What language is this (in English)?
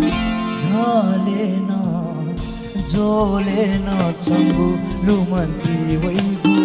Newari